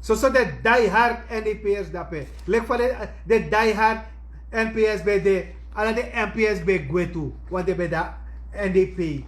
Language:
Sranan Tongo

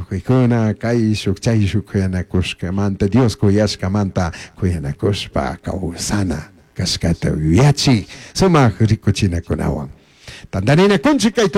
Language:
Chimborazo Highland Quichua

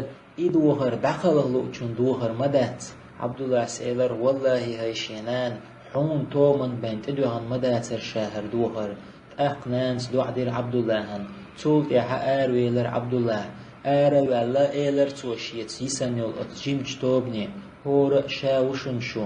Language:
Chechen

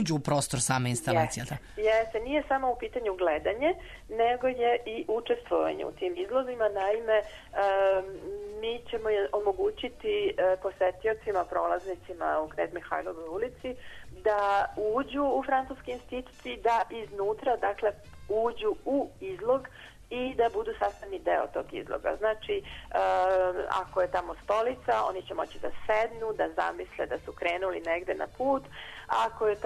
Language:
Serbian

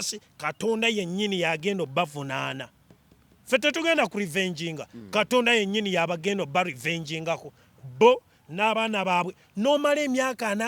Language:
Ganda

